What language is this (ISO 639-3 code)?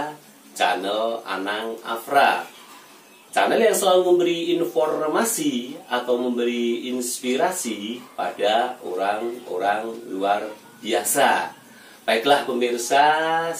ind